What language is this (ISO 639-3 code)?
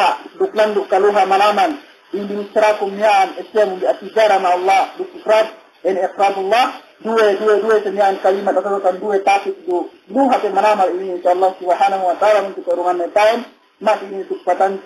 yka